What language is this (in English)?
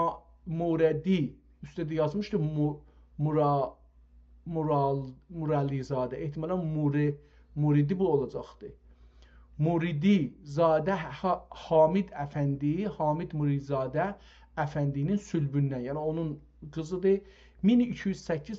South Azerbaijani